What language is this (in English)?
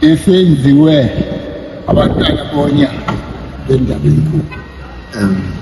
Zulu